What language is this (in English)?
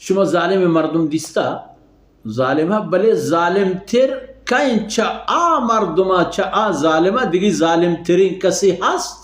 Baluchi